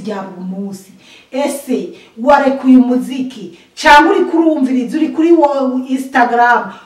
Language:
Rundi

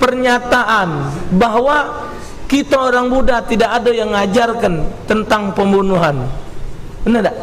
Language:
Musi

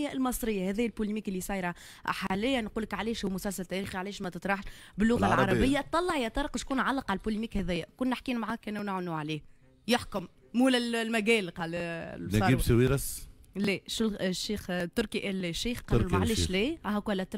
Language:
Tunisian Arabic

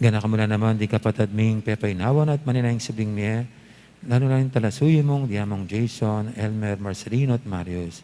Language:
Pampanga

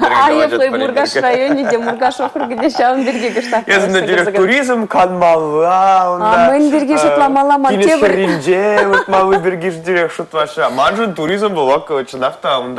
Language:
Chuvash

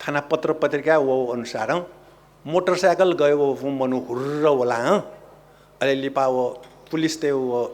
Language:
Newari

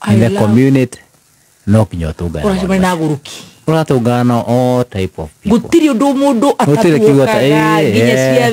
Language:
Kikuyu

